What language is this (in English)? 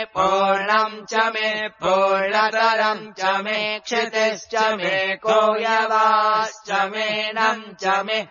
Sanskrit